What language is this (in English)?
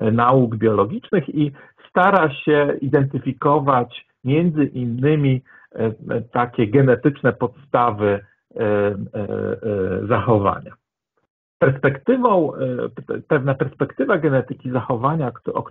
Polish